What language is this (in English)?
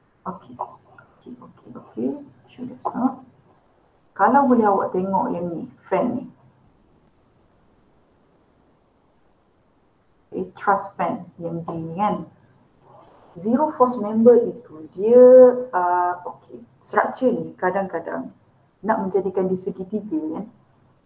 Malay